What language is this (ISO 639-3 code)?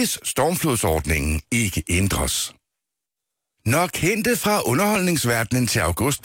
dan